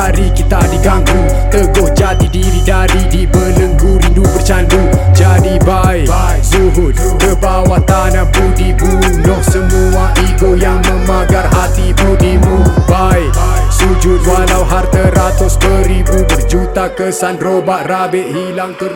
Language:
Malay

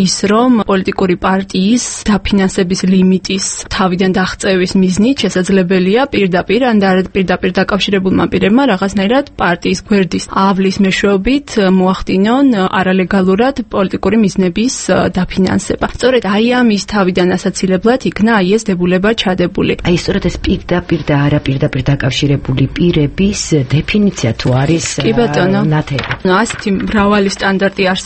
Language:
Georgian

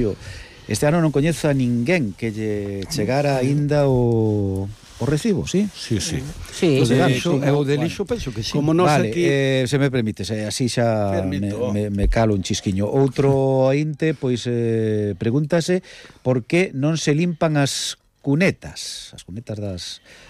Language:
Galician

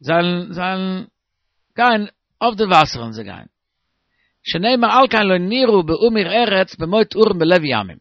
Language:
Yiddish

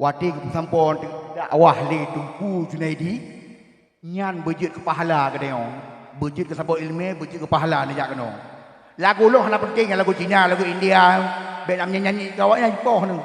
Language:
Achinese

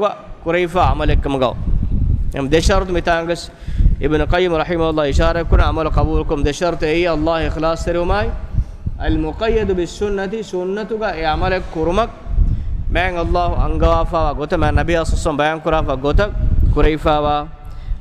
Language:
Divehi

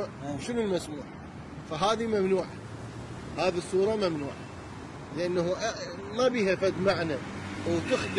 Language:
Mesopotamian Arabic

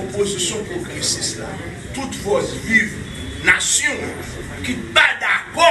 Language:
Haitian Creole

